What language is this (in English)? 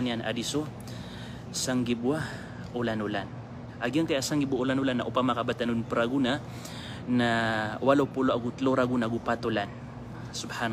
Maranao